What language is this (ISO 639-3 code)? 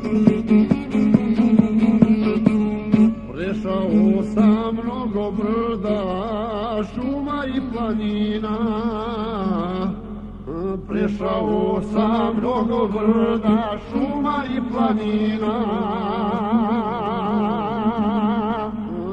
hrv